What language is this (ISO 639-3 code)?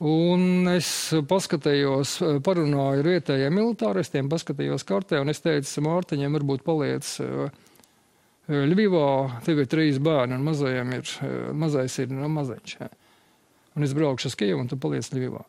lav